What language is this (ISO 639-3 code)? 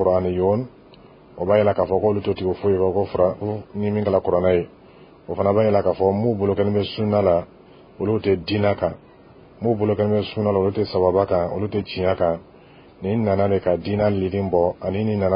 bam